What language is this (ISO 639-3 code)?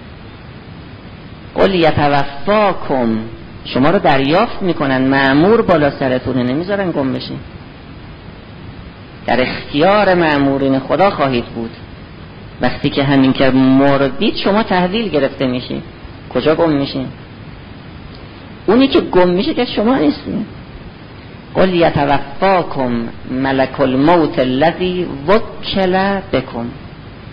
fas